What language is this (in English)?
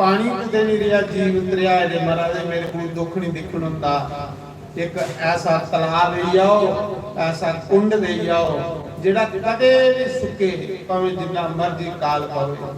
Dogri